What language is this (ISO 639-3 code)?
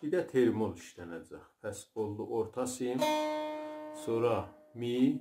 azb